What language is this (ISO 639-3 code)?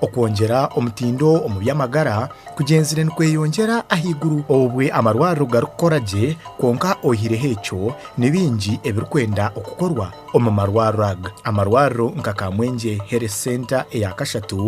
nyn